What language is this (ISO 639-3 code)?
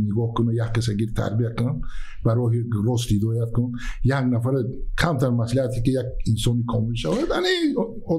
tgk